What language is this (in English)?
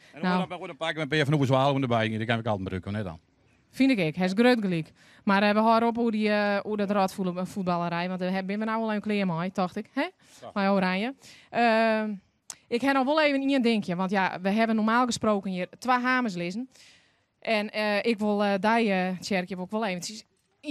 Western Frisian